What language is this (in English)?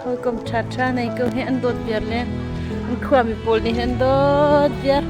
Hakha Chin